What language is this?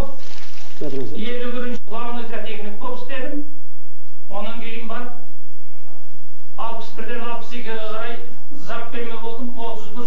Kazakh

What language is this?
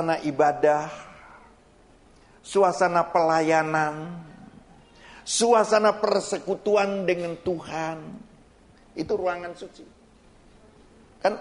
Indonesian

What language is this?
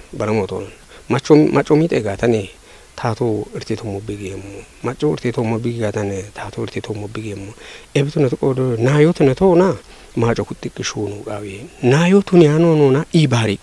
Kafa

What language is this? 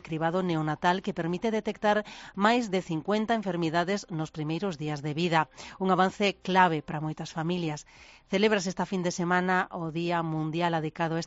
Galician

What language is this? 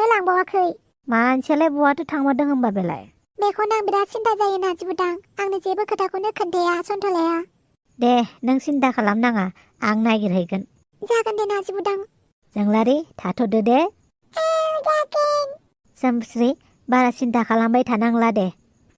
Bodo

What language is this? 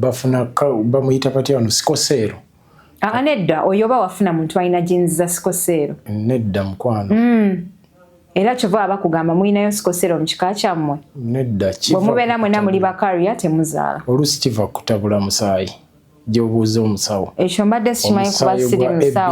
Ganda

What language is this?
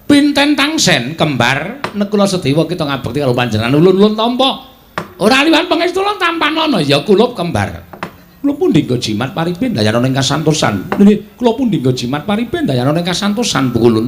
Javanese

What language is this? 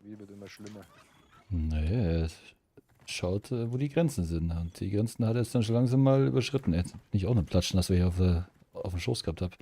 Bavarian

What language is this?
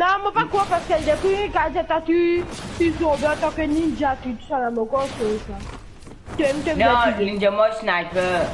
Morisyen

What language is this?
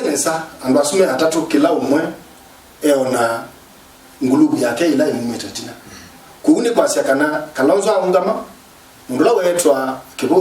Kamba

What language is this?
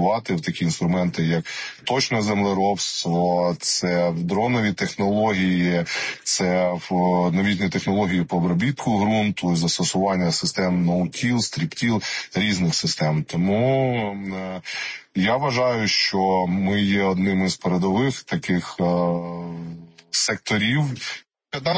Ukrainian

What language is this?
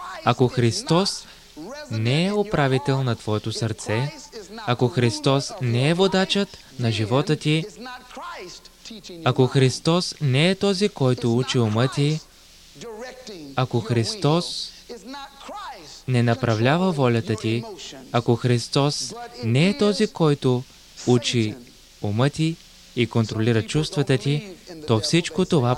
Bulgarian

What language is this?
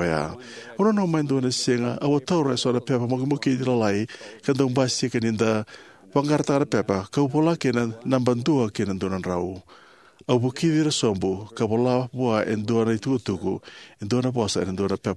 Fijian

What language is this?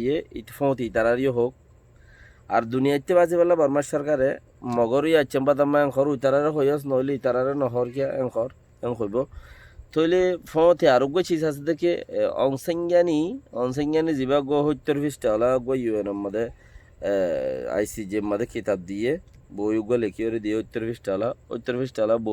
Rohingya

